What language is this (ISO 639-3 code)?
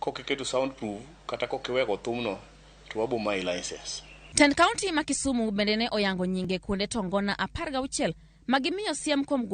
luo